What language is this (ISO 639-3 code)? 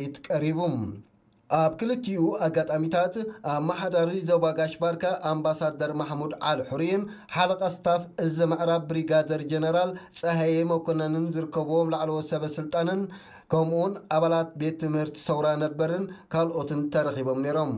tir